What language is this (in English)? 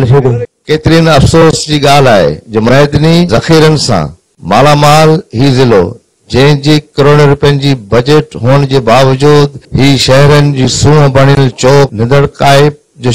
Sindhi